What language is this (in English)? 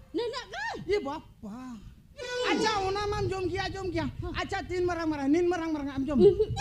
Santali